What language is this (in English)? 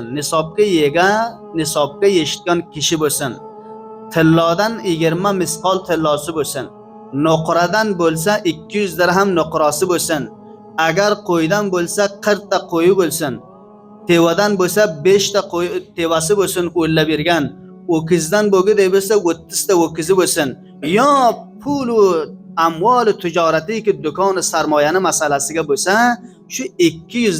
Uzbek